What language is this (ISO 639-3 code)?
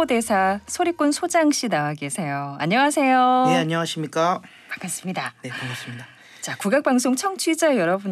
kor